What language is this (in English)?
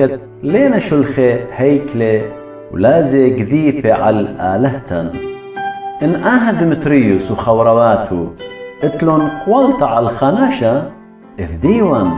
Assyrian Neo-Aramaic